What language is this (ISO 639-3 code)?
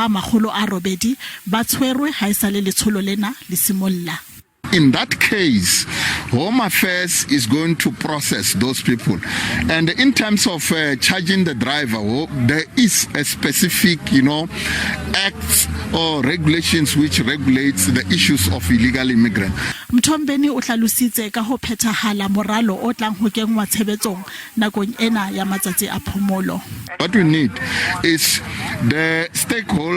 sot